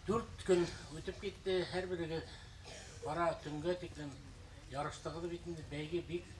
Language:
Bashkir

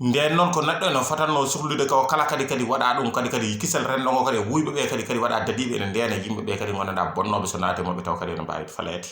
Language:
Fula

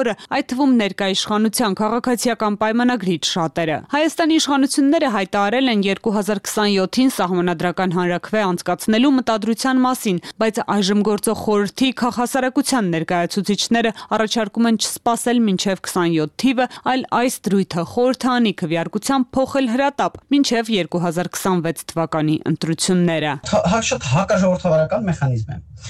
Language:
Armenian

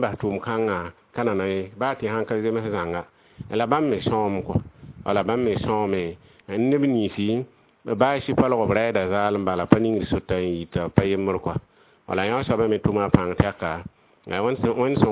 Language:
Mossi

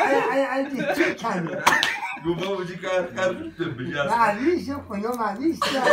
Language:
Kurdish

